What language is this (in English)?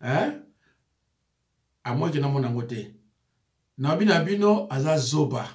Lingala